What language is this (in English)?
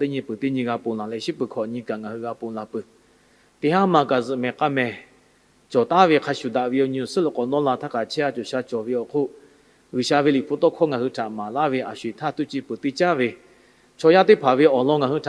Lahu